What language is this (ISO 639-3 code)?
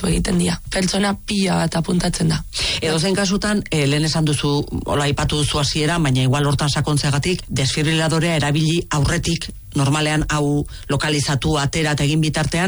eus